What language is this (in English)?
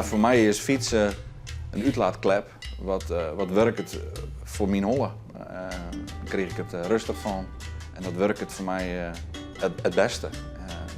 Western Frisian